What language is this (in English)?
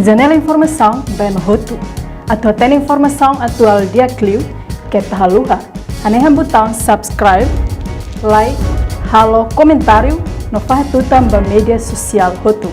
Tetum